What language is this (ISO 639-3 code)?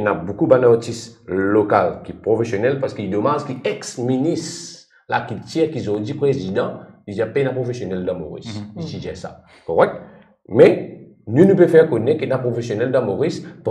mfe